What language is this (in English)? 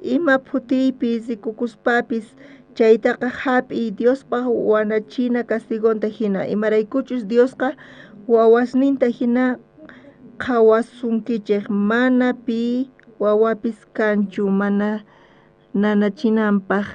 South Bolivian Quechua